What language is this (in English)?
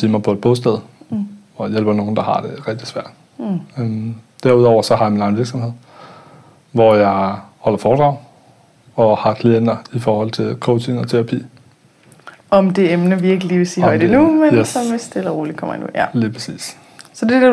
Danish